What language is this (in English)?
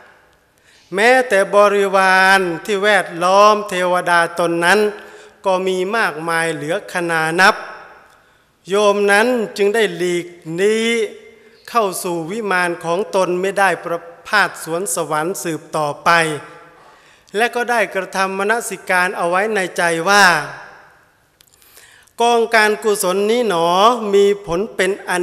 Thai